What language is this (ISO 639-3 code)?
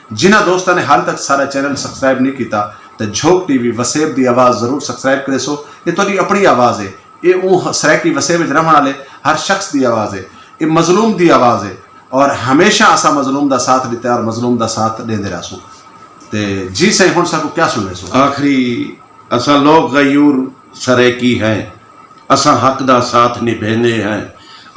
skr